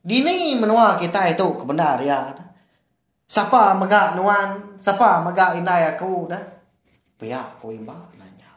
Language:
Iban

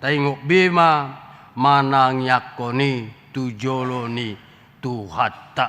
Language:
Batak Toba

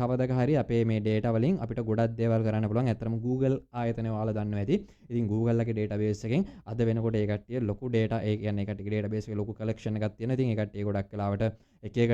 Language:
Sinhala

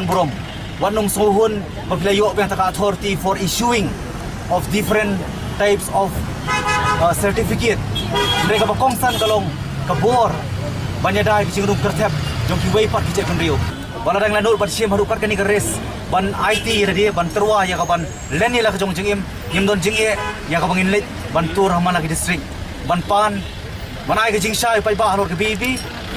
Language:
Khasi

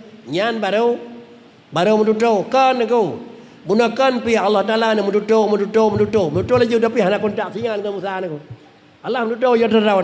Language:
Achinese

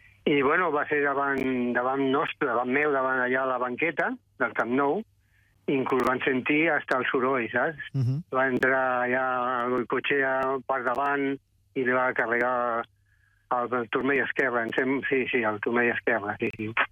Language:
Catalan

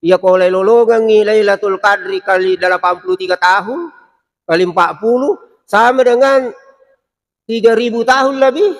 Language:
Buginese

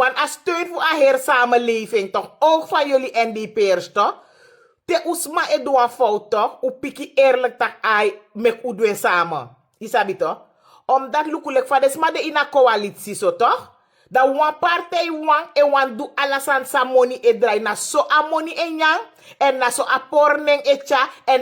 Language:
Sranan Tongo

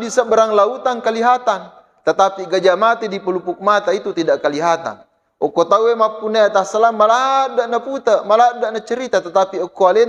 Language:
Buginese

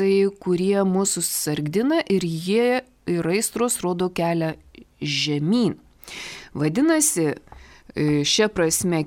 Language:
Lithuanian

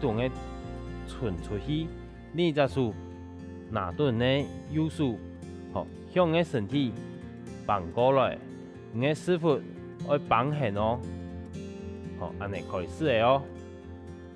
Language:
Hakka Chinese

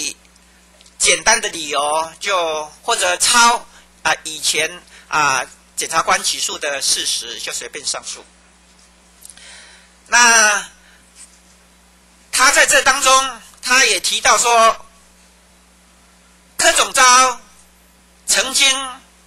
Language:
Chinese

